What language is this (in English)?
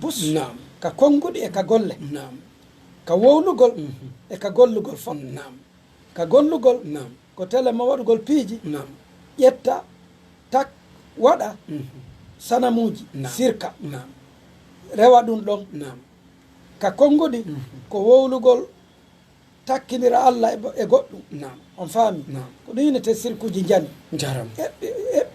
Fula